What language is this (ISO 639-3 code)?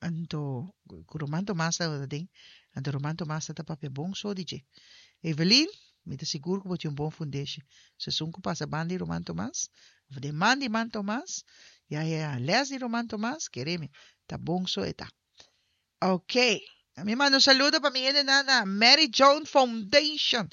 pap